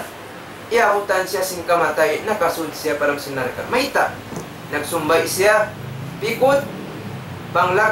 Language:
Tausug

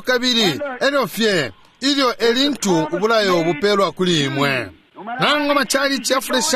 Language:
Bemba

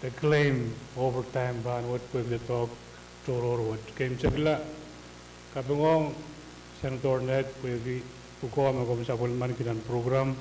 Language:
Pohnpeian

